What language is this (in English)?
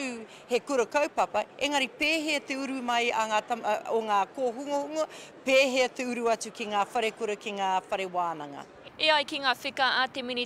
Māori